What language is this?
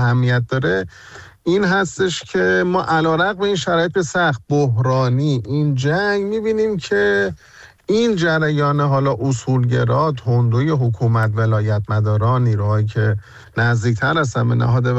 Persian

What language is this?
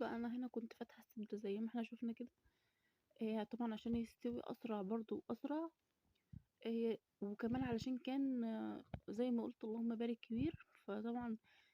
Egyptian Arabic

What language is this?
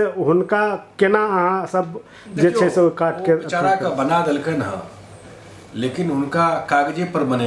Maithili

